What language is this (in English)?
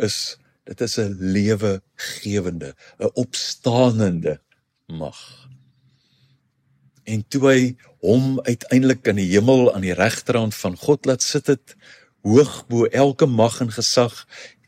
Afrikaans